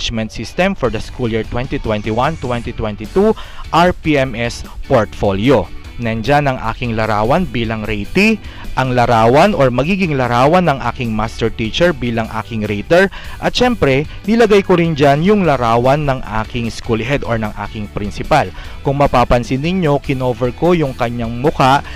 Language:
Filipino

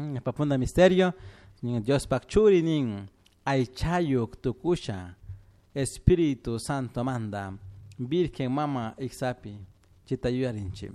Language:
Chimborazo Highland Quichua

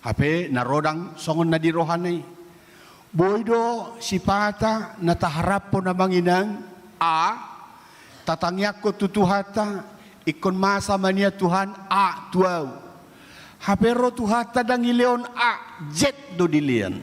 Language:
Batak Toba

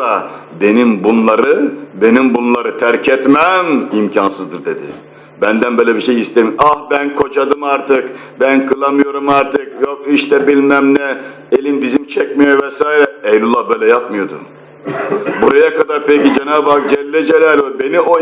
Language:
Turkish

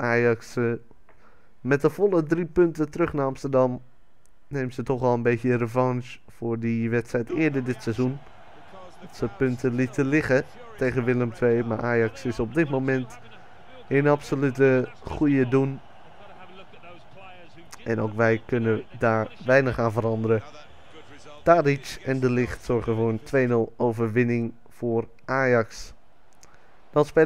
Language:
Dutch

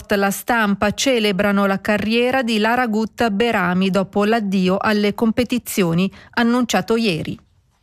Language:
Italian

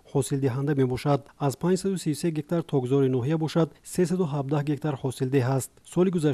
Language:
Tajik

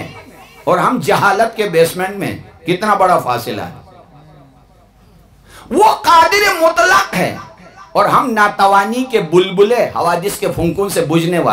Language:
Urdu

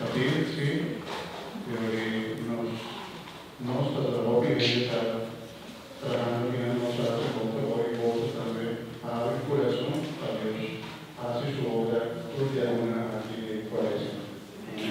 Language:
Papiamento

